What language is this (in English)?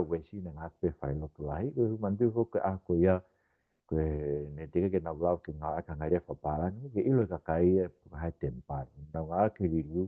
Tongan